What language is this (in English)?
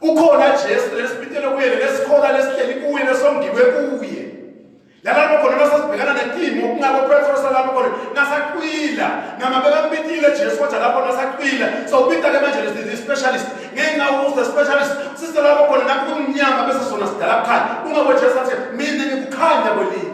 Swati